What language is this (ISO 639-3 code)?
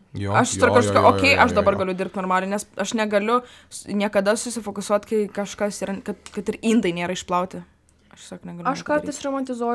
lit